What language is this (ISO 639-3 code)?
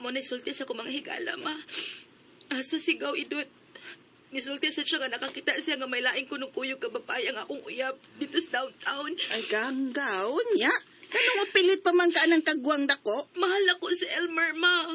ceb